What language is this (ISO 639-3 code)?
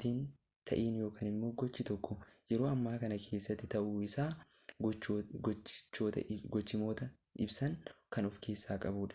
orm